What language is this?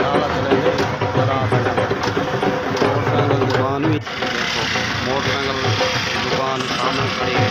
Saraiki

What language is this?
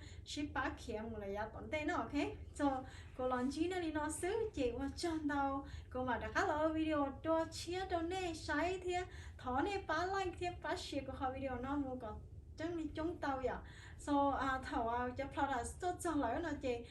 Hmong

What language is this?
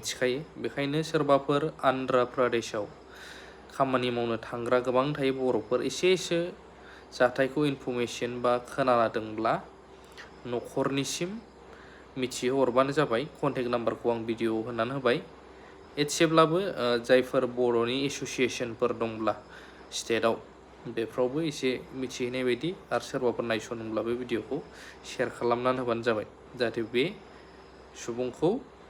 Bodo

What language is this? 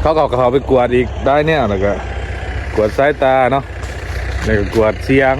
Lao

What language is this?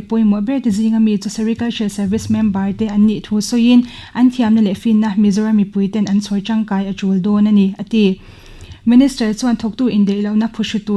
Mizo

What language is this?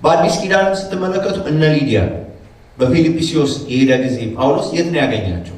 Amharic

